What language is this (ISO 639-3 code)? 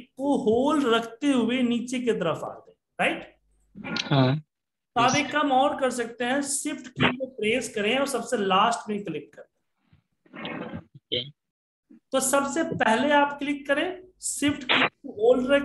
hin